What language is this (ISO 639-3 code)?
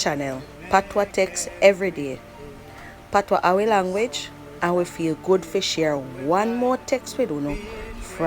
jam